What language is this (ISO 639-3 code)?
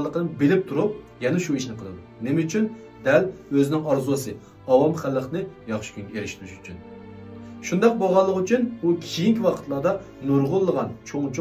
uig